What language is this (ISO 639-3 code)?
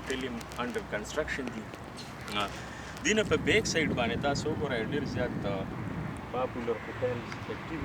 pus